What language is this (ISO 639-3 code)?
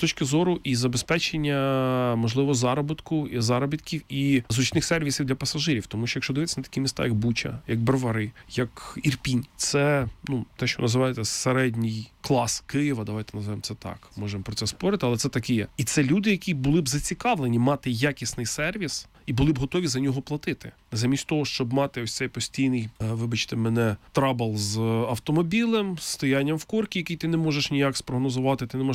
ukr